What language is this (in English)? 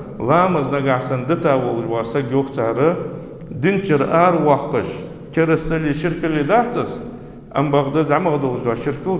Ingush